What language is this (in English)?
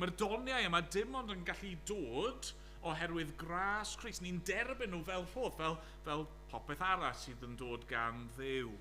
Welsh